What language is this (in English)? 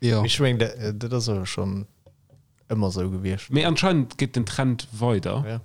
Luxembourgish